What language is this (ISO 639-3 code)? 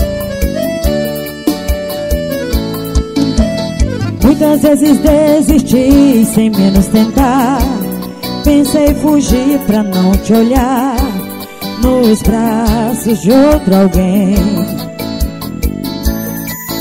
por